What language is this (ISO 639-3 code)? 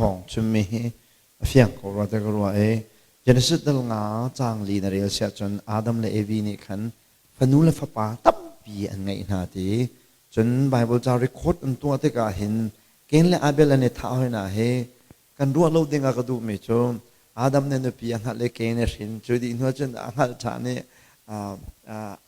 cnh